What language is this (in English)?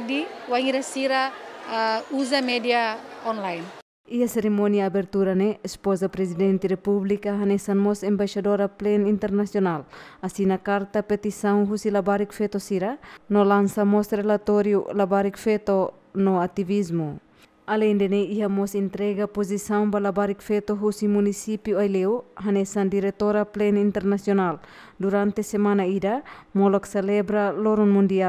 Tetum